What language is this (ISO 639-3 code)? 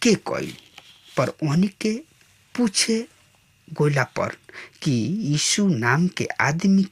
bho